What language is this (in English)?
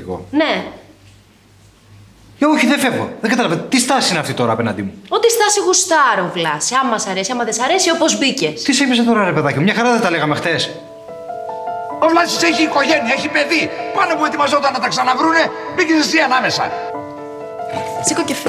Greek